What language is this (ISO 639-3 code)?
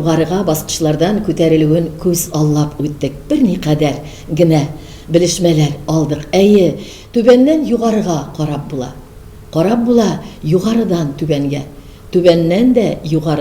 tat